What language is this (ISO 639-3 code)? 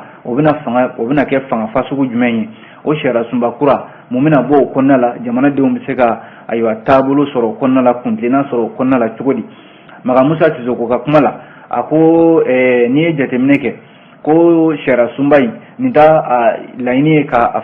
bam